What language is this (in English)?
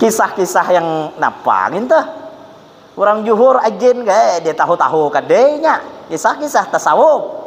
Banjar